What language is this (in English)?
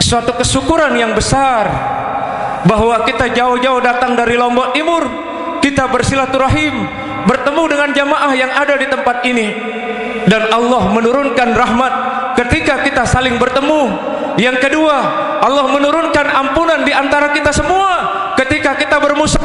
Sasak